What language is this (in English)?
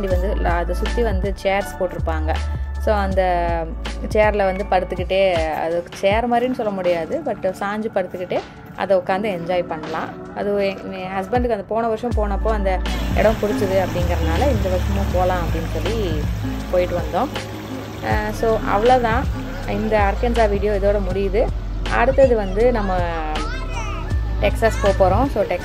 Tamil